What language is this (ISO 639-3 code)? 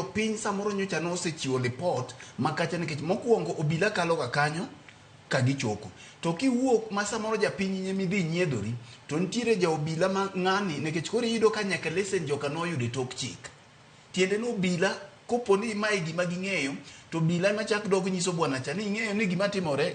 luo